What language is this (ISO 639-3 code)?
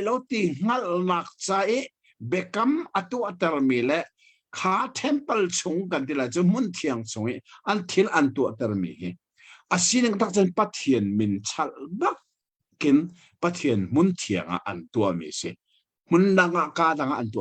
cnh